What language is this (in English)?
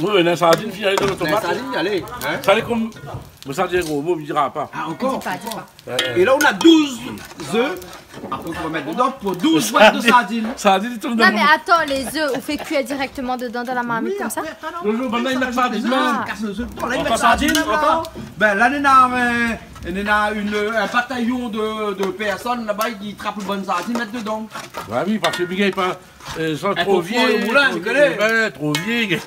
Réunion Creole French